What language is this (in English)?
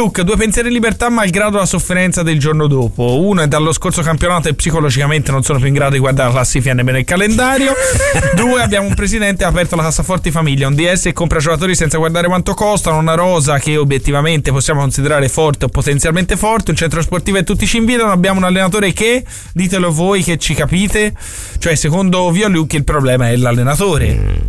Italian